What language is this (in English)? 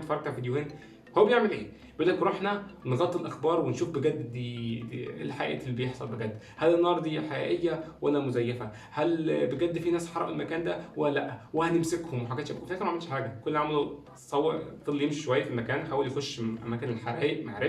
Egyptian Arabic